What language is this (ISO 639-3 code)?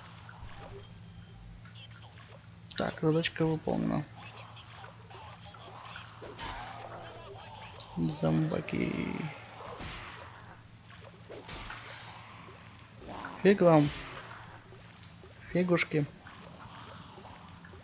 rus